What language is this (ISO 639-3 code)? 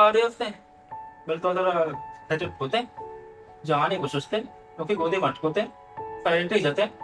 bal